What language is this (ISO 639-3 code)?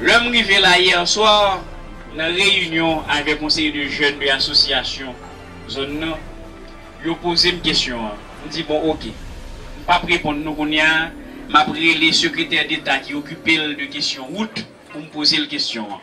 hat